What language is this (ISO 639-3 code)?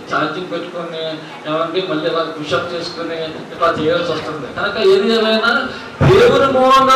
tel